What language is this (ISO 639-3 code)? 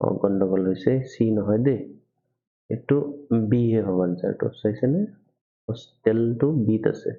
asm